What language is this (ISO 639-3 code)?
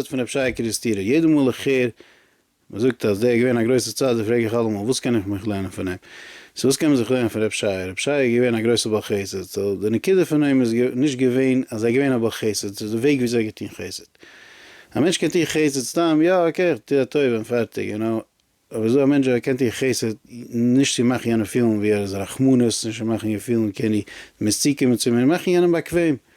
yid